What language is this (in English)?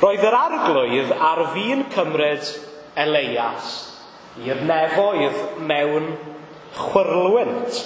Welsh